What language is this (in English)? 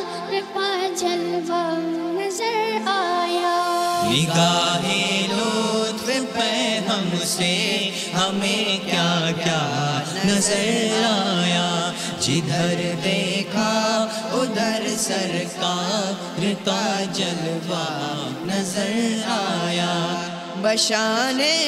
Urdu